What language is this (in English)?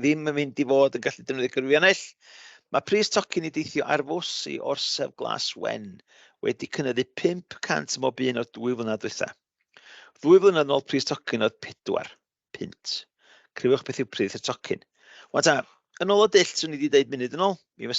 Welsh